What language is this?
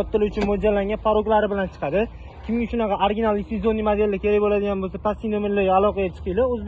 Uzbek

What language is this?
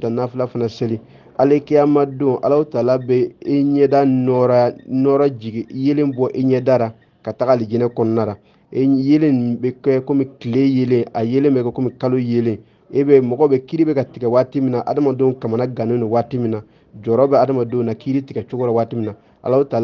Bambara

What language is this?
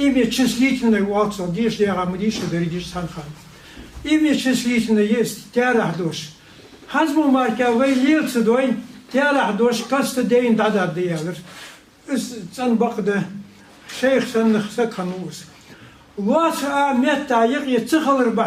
Ingush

